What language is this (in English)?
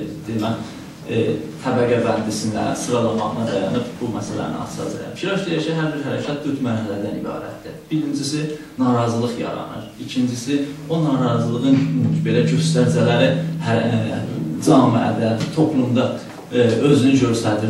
South Azerbaijani